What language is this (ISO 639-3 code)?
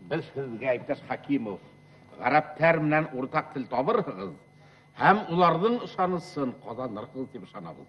bak